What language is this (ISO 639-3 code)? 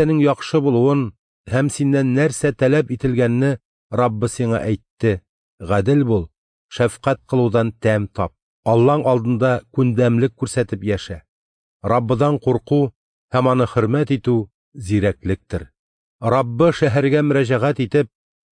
tat